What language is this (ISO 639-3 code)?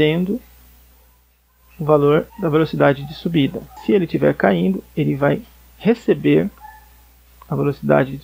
por